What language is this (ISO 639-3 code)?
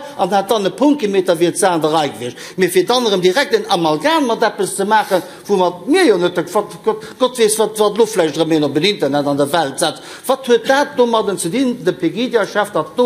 ltz